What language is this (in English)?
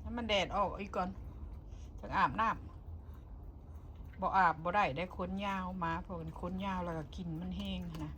Northeastern Thai